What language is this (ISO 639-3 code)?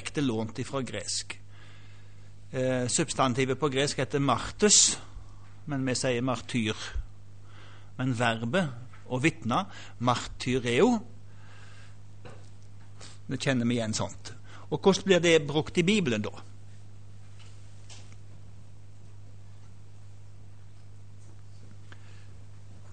nor